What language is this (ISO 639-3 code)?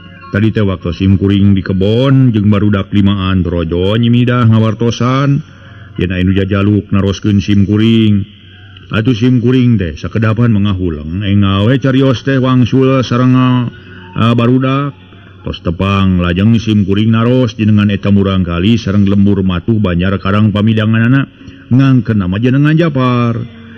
sun